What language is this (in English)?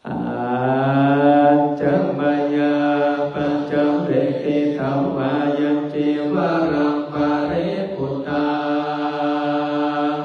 Pali